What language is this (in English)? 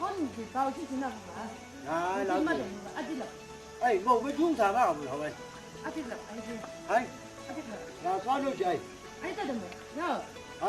Chang Naga